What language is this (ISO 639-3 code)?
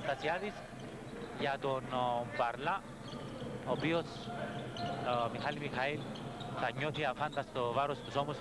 ell